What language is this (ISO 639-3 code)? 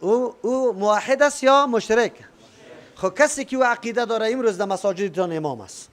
fas